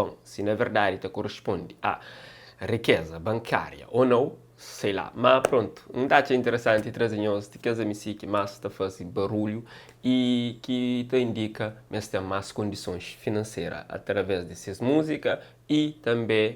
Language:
Kabuverdianu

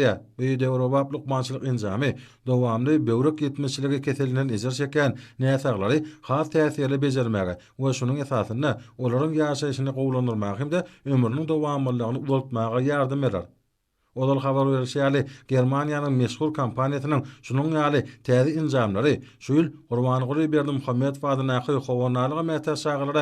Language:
Turkmen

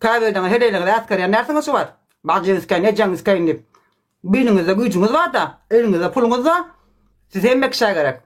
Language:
Turkmen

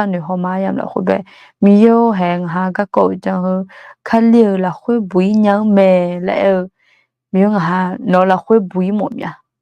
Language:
Akha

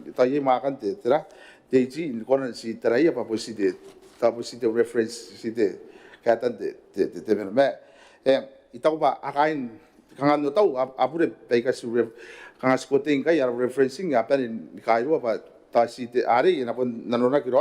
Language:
Gilbertese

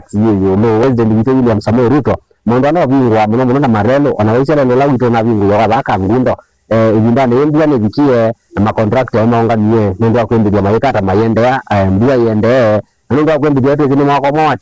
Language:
Kamba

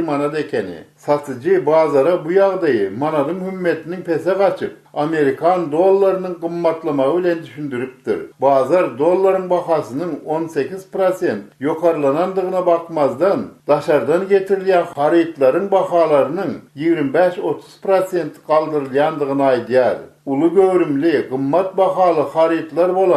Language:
Turkmen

